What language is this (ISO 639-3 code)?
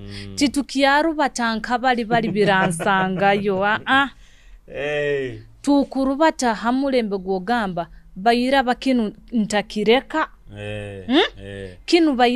nyo